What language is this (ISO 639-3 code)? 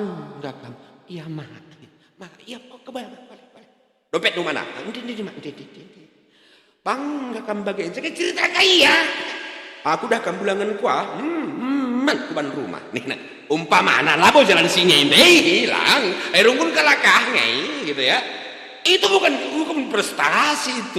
btx